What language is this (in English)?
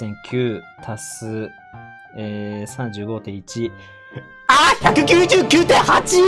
Japanese